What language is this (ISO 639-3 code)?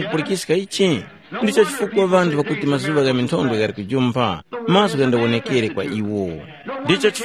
tum